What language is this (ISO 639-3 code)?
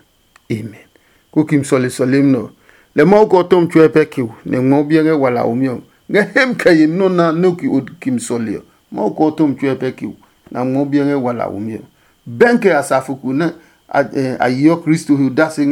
ada